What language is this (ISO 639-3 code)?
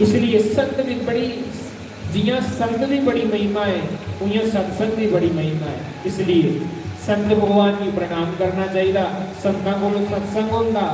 doi